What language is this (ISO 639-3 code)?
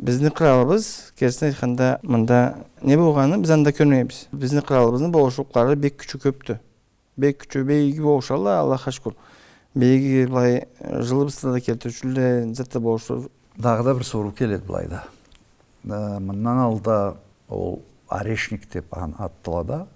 krc